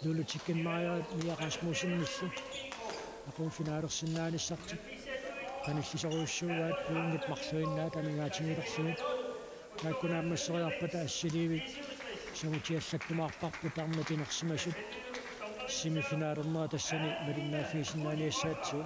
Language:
Kalaallisut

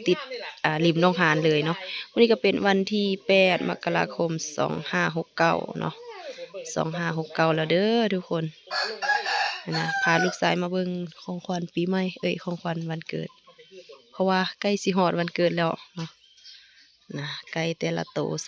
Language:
Lao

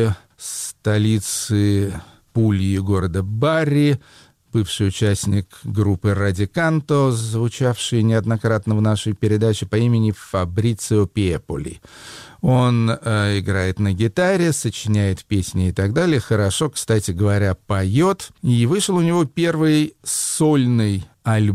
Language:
Russian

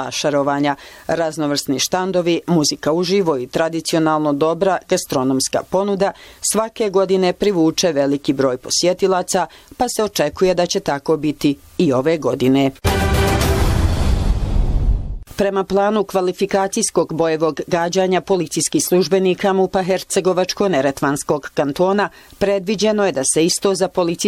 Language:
Bosnian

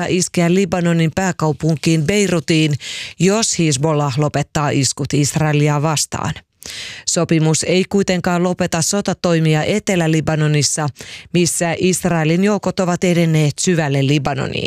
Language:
Finnish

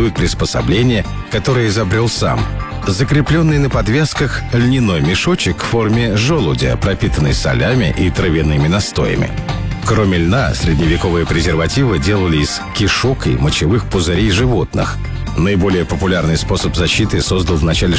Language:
Russian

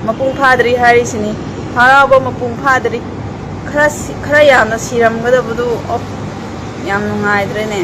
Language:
Manipuri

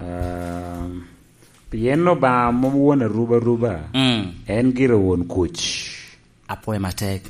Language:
Lango (Uganda)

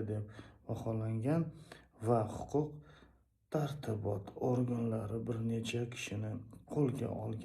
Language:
Uzbek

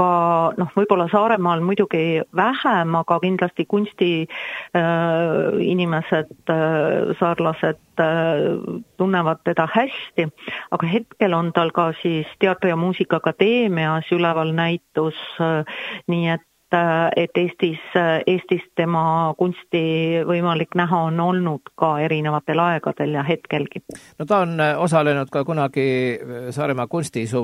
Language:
Estonian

